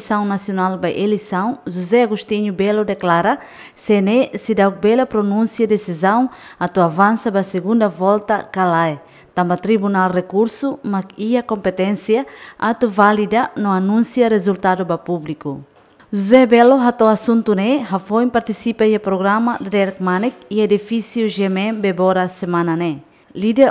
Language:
Tetum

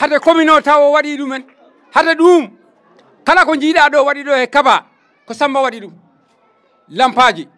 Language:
Fula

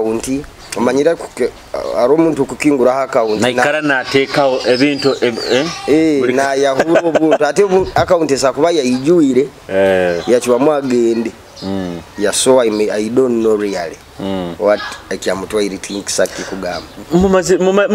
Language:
Nyoro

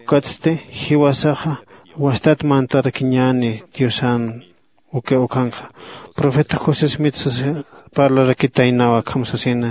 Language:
Aymara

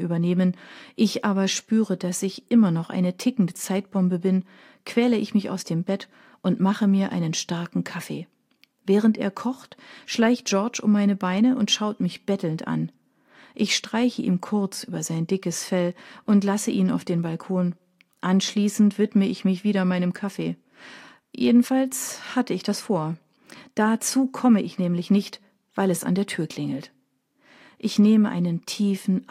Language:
German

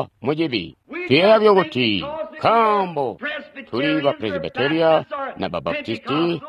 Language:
Tonga (Zambia)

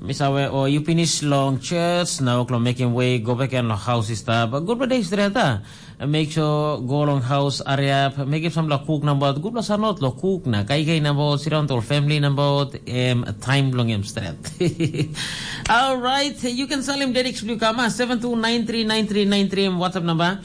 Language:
Tok Pisin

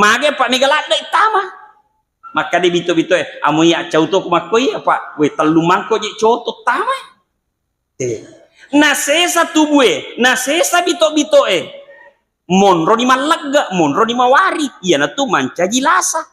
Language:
Buginese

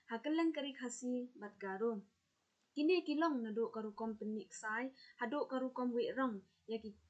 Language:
Khasi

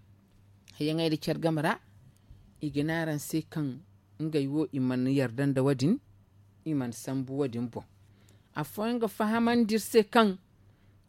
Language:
Zarma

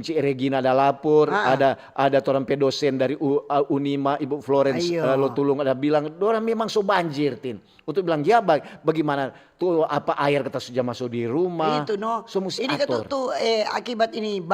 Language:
Manado Malay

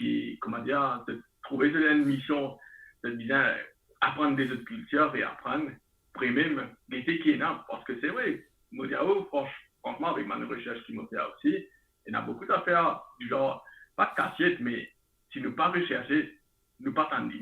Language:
Morisyen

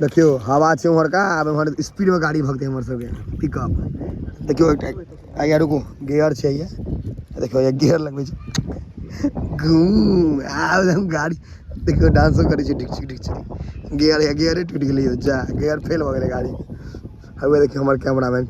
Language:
Maithili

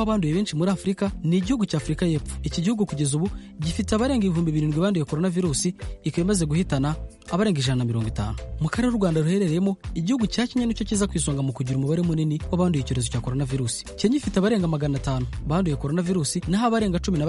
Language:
Kinyarwanda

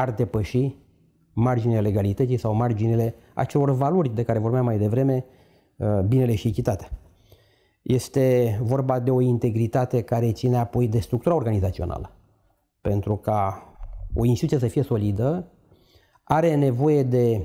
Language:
Romanian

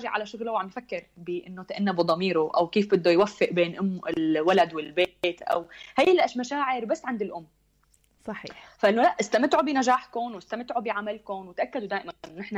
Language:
North Levantine Arabic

